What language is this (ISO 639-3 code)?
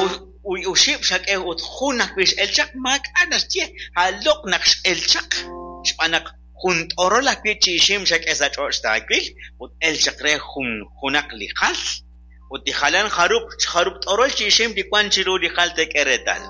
kek